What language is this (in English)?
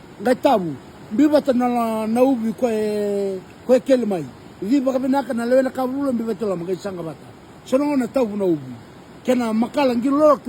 Fijian